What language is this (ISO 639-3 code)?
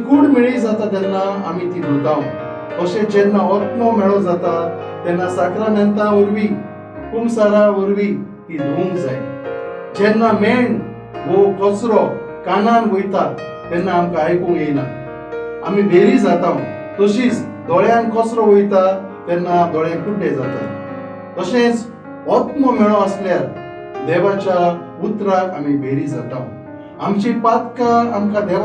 kok